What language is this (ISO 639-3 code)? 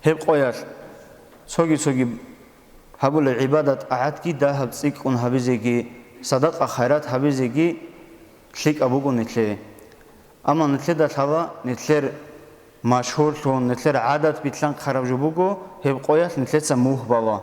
ava